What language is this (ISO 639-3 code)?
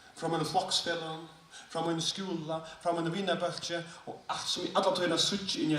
fao